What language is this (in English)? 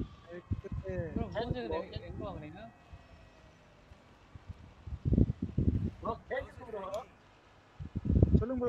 Tamil